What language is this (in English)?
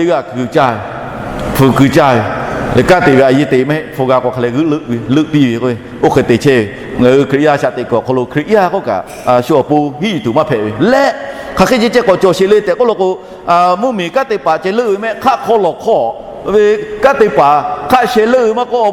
Lahu